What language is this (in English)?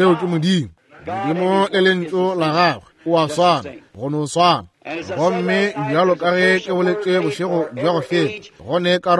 Northern Sotho